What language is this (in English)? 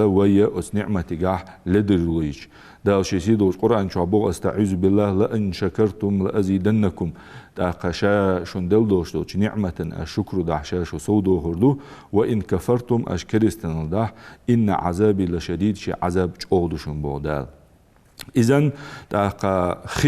Ingush